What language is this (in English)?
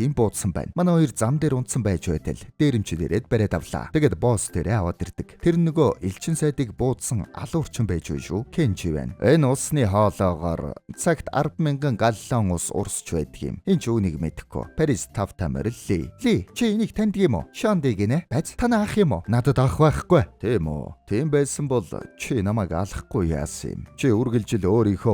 Mongolian